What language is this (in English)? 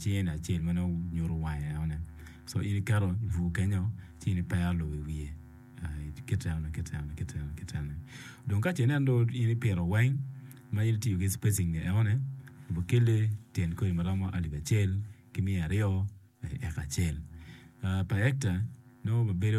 Acoli